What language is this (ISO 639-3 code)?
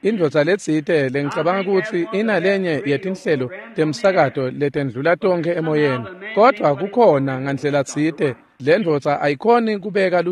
ssw